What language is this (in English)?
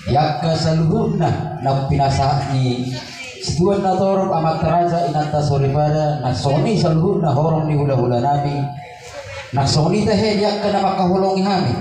Batak Toba